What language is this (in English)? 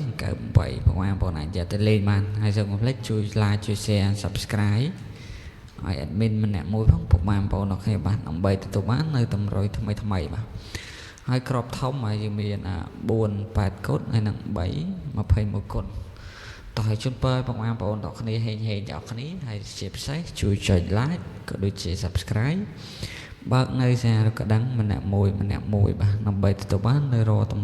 Khmer